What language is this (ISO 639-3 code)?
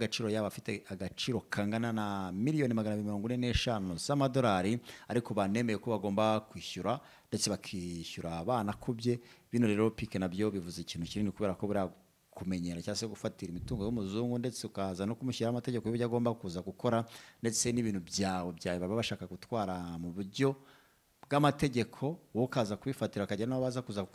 kin